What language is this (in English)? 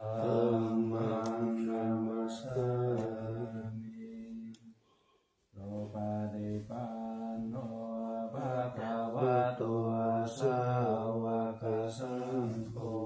Pali